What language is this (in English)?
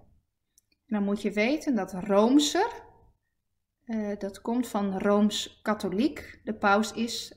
Dutch